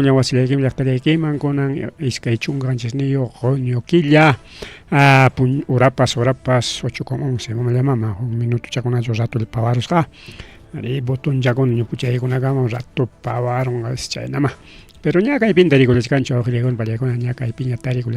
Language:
Ayacucho Quechua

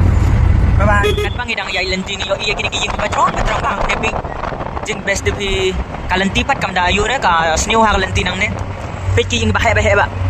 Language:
Khasi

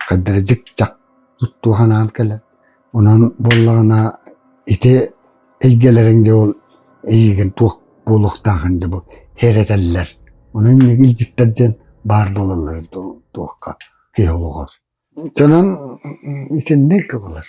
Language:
Yakut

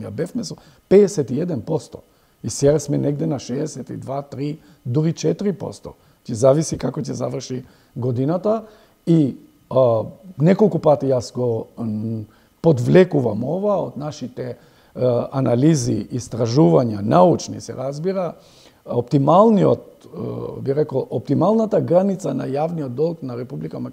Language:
Macedonian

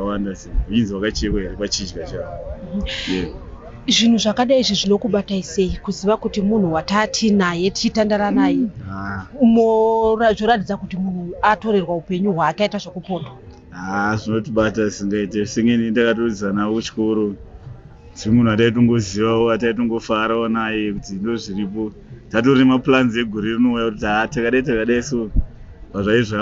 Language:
Shona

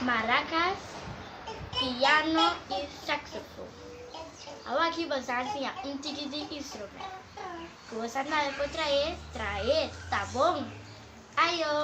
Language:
Papiamento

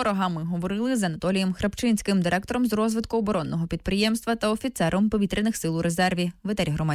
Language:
Ukrainian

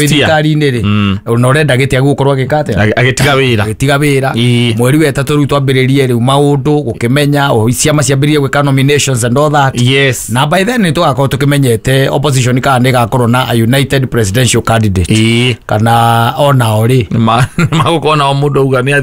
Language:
Kikuyu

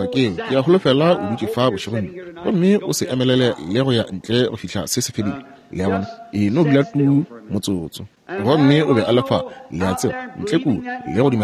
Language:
Northern Sotho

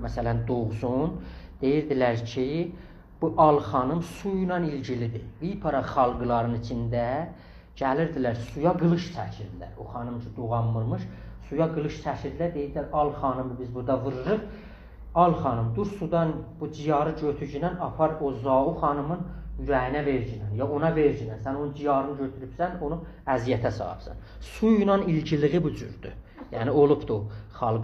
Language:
South Azerbaijani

